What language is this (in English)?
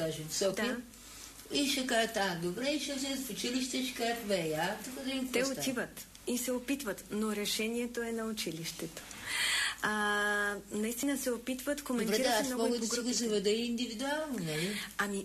Bulgarian